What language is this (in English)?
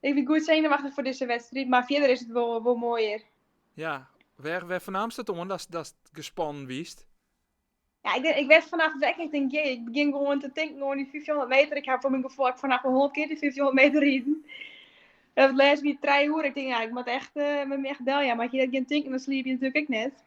Western Frisian